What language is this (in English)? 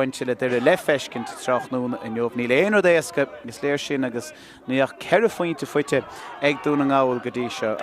Irish